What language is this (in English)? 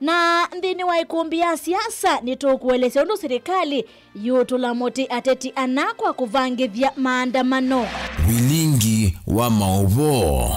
Kamba